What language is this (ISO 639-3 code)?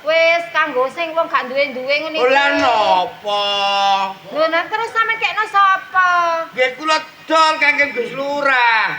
jav